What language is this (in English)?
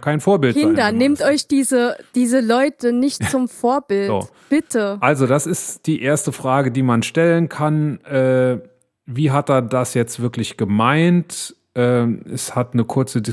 German